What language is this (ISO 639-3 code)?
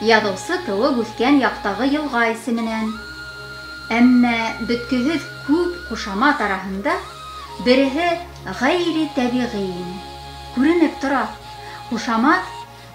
bak